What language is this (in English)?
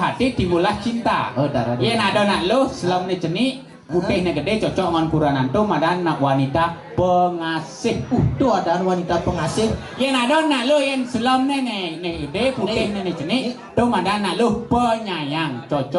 Balinese